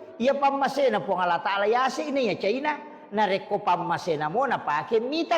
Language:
Buginese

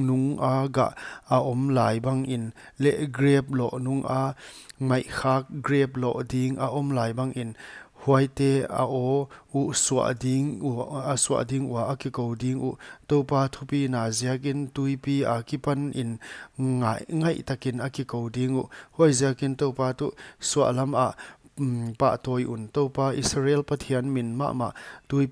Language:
Paite Chin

